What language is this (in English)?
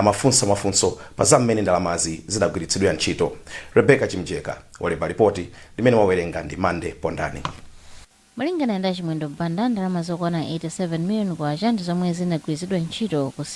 Nyanja